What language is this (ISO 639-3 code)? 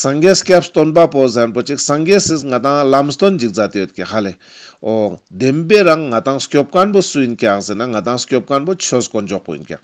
lbj